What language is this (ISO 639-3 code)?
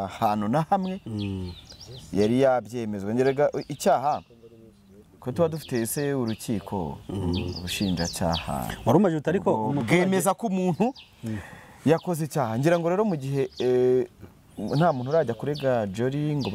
kin